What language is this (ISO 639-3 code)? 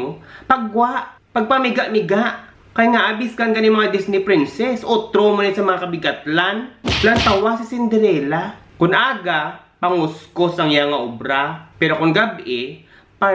hil